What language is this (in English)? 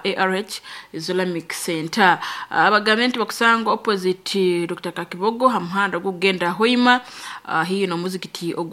Nyoro